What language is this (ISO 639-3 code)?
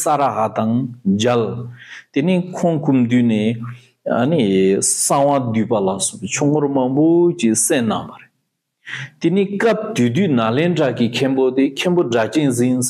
bod